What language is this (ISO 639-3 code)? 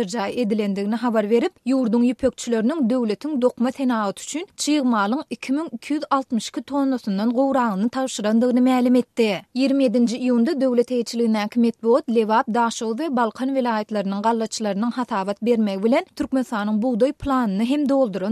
tuk